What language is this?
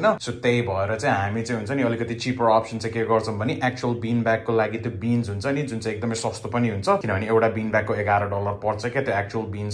Nepali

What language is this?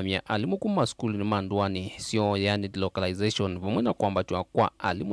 Kamba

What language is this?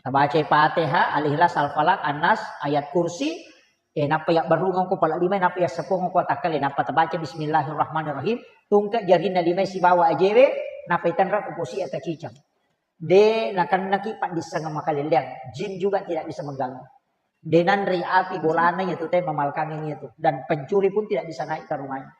Buginese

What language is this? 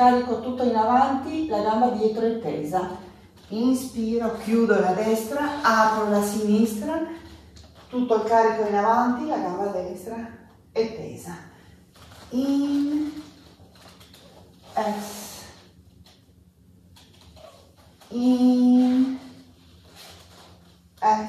Italian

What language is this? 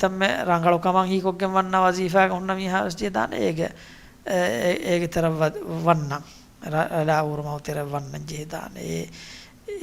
Divehi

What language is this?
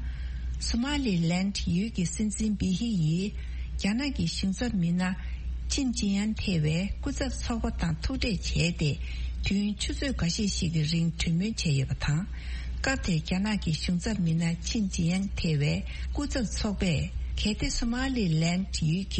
Tibetan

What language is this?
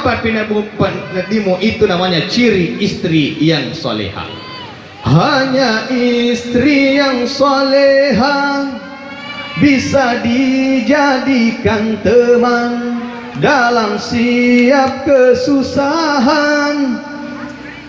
Buginese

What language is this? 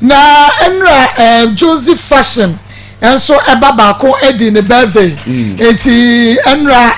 Akan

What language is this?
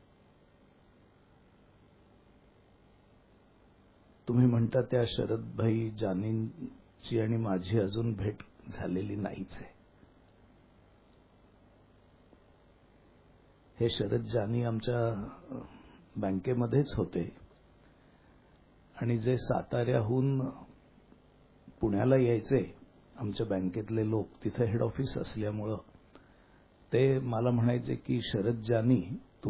Marathi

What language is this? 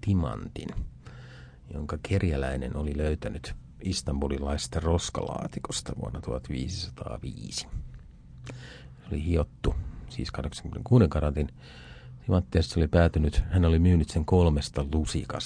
Finnish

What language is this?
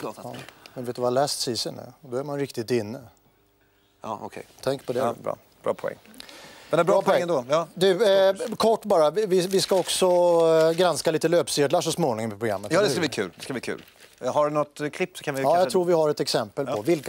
Swedish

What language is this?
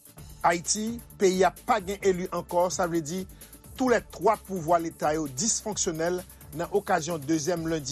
Haitian Creole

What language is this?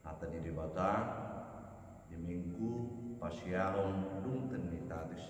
Batak Toba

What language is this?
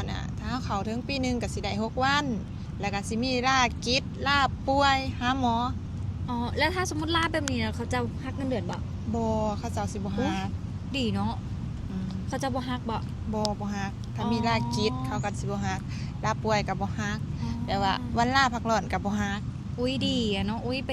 Lao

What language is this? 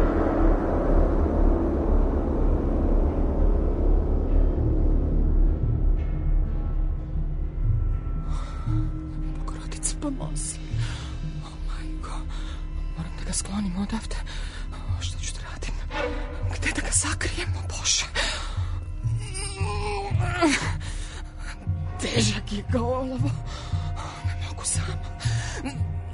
Serbian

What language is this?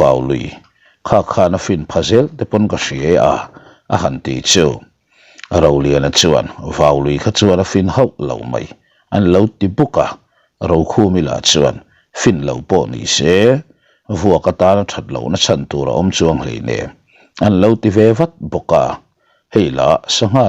Mizo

